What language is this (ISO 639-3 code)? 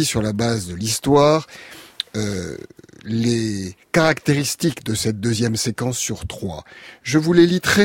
fra